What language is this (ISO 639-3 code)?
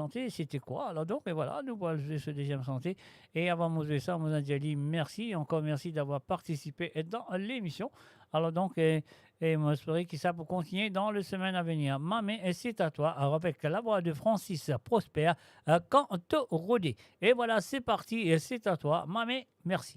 mfe